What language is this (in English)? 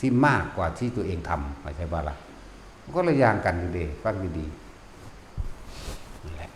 Northeastern Thai